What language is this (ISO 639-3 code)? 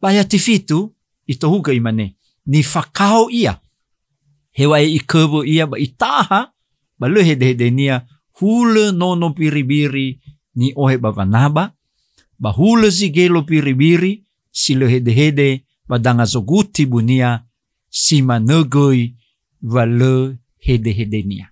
nia